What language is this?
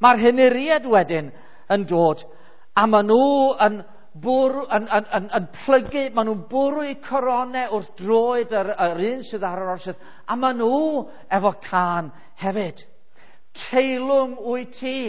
Welsh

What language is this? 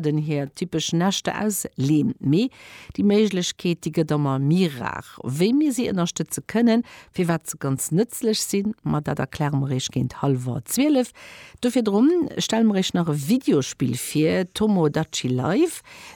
Luxembourgish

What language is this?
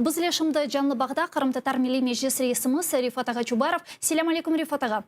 Crimean Tatar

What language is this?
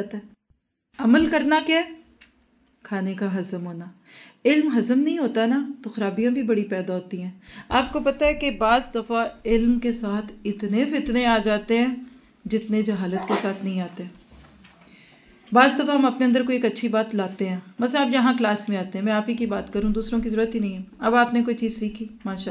Urdu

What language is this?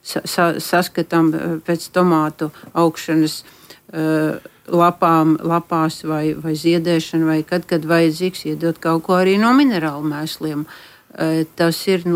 Latvian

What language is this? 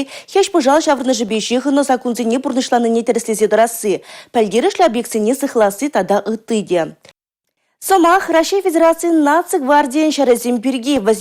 Chuvash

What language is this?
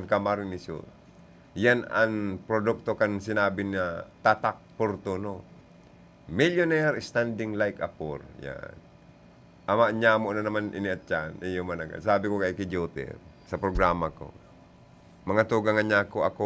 Bikol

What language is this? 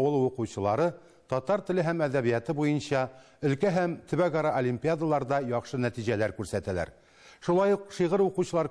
Tatar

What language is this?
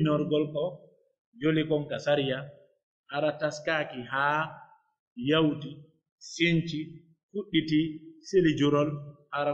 Pular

